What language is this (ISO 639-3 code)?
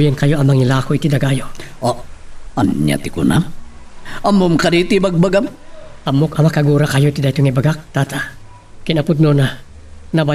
ilo